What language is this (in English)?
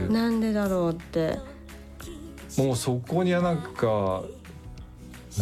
Japanese